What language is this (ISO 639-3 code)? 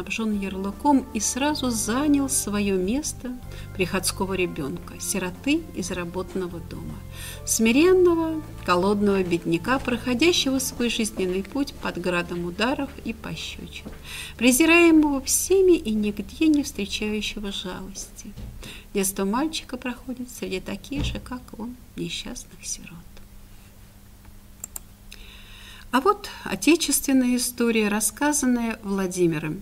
rus